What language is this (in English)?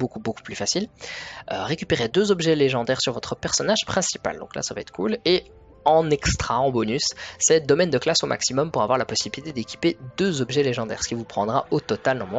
French